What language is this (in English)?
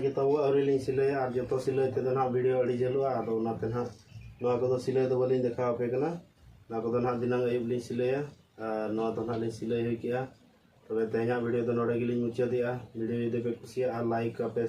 Santali